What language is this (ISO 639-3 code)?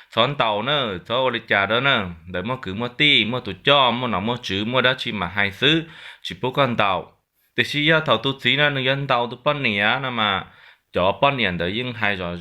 hmn